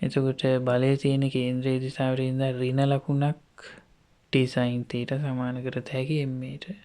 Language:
Sinhala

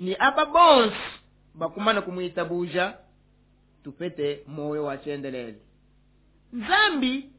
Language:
Luba-Lulua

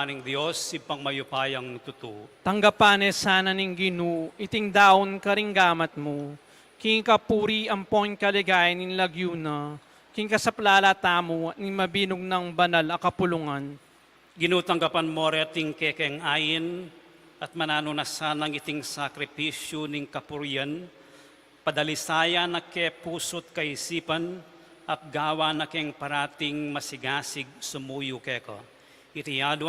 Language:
Pampanga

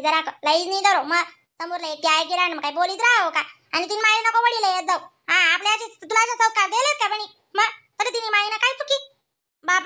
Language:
Khandesi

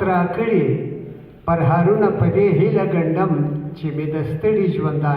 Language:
Pashto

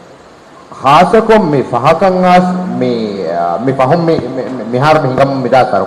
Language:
Divehi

